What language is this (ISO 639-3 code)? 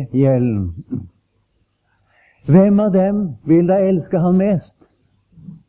nor